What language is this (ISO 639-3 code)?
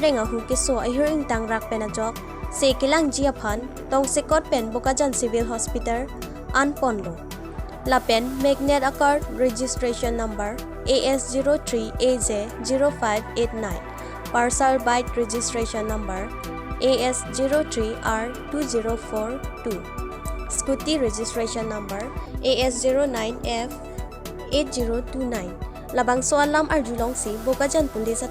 mjw